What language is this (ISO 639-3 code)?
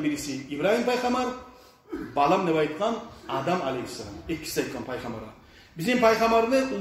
kum